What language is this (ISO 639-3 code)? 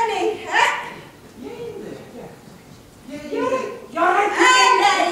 bak